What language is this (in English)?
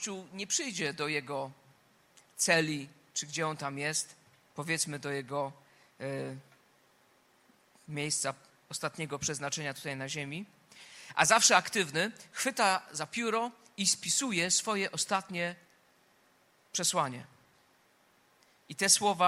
Polish